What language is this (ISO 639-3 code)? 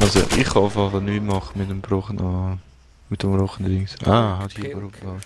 gsw